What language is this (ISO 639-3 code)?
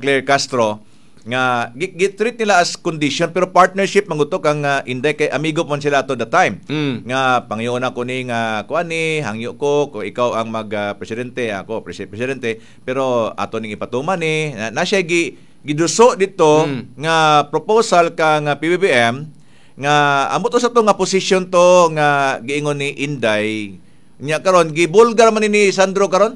ceb